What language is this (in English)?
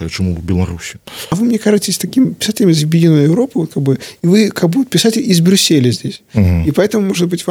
Belarusian